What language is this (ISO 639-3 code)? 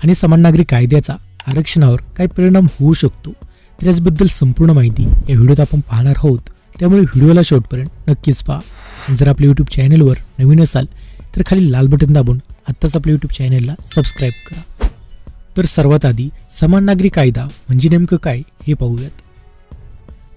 mar